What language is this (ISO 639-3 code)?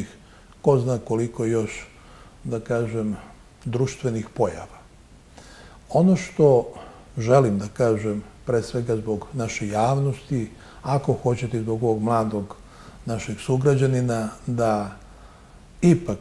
srp